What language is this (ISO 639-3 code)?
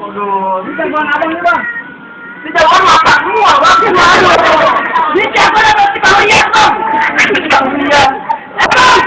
bew